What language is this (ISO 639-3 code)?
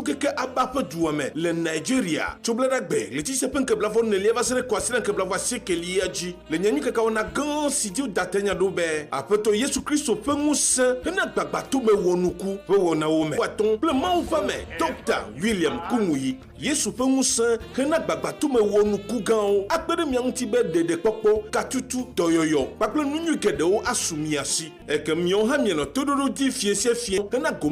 ewe